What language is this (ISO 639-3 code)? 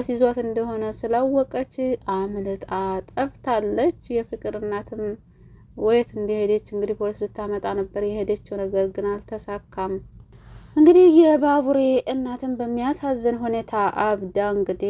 amh